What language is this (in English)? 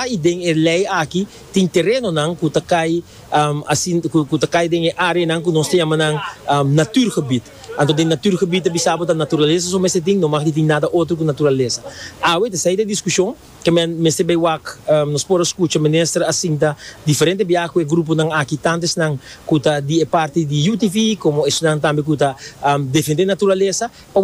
Papiamento